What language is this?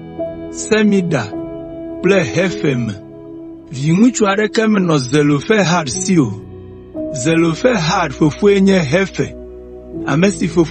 Ewe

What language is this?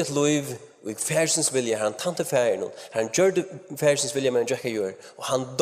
Faroese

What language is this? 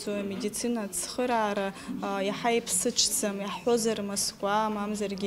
Abkhazian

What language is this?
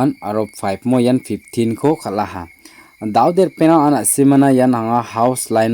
Garo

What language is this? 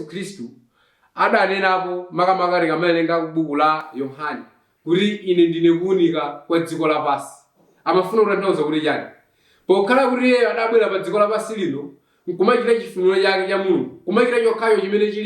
Nyanja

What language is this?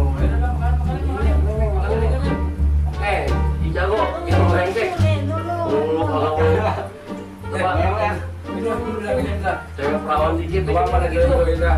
Betawi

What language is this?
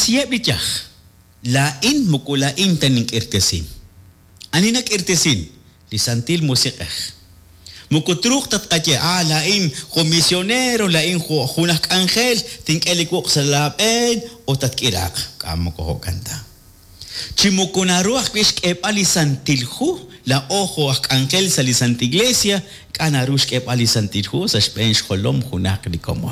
Kekchí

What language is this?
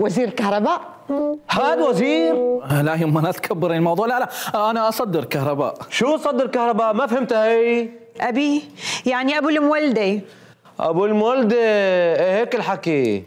Mesopotamian Arabic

